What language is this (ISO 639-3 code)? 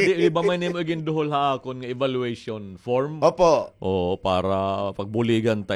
war